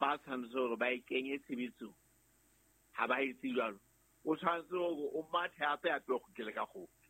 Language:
Southern Sotho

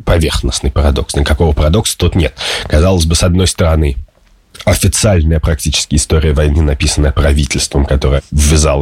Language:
Russian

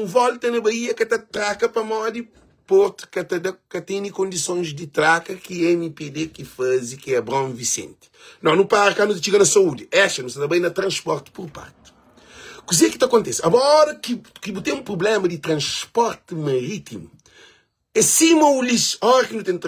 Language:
Kabuverdianu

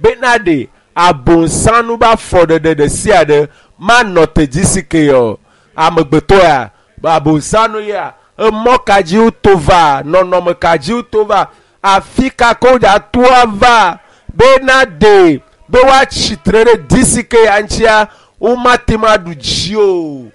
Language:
Ewe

